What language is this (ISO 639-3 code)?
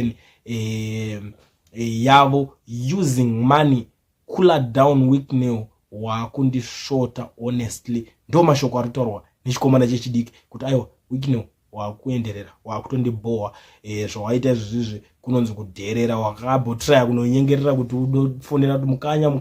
sna